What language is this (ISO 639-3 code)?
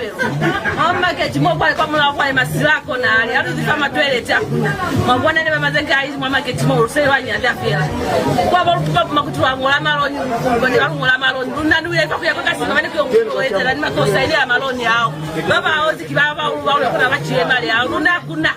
loz